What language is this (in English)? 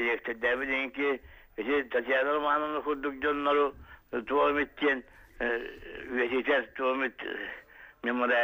Yakut